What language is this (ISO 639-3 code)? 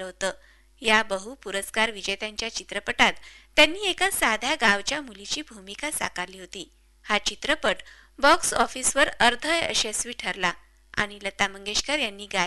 mar